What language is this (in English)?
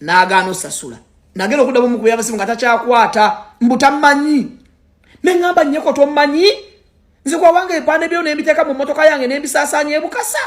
Ganda